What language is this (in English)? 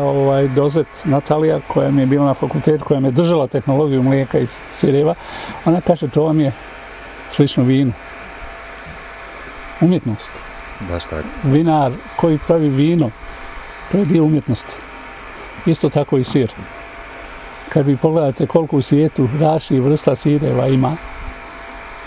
Bosnian